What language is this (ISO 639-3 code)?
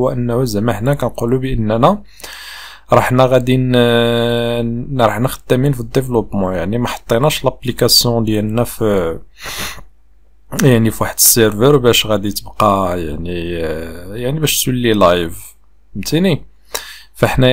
ary